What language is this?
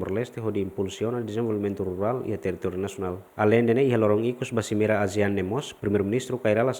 Tetum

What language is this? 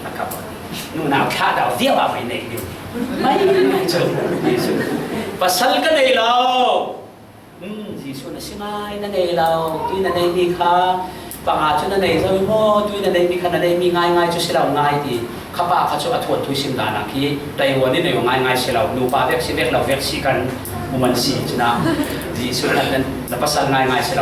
Falam Chin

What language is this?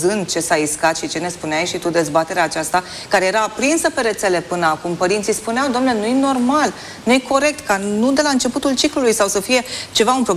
Romanian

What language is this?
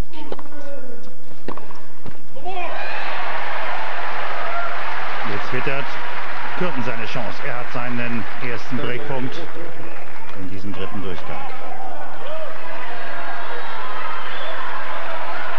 German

